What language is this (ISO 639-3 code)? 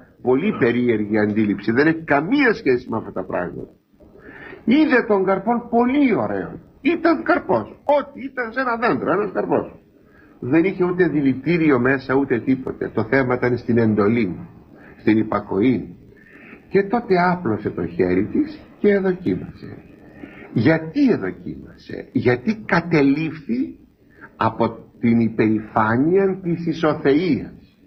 ell